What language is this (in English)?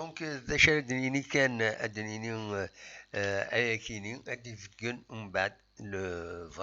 Kabyle